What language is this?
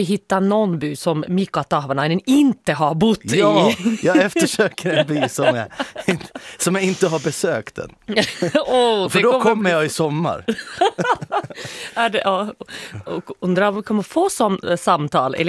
Swedish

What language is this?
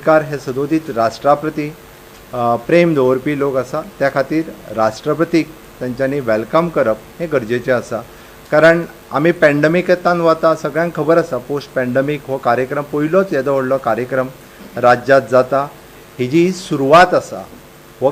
Konkani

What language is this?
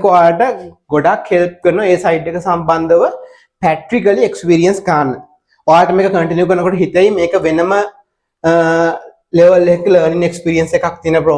Sinhala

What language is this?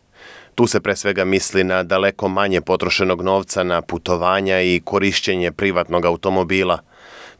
Serbian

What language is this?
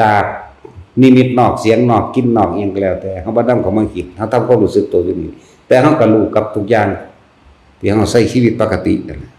Lao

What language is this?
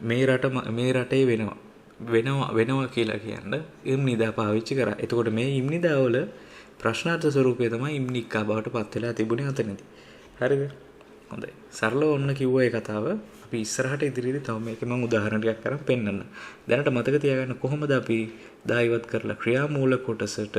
Sinhala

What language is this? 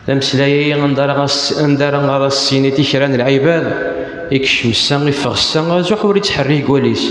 Kabyle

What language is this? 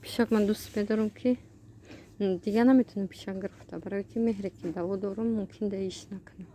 Tajik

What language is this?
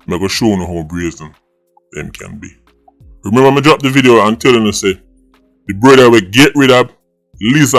Jamaican Creole English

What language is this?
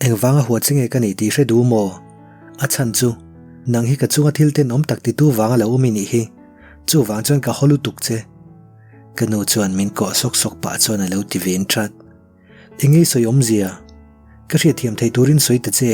Mizo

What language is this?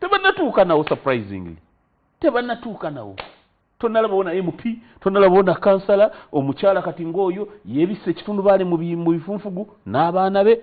Ganda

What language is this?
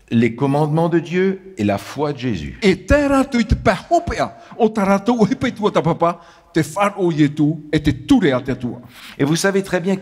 Tahitian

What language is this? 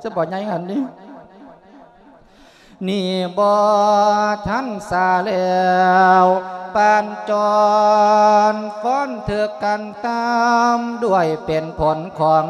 Lao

